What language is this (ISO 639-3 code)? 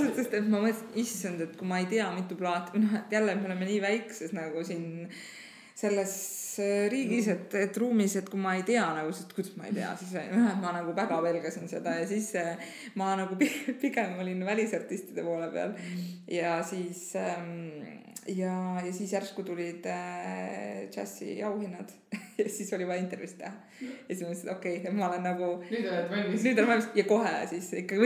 est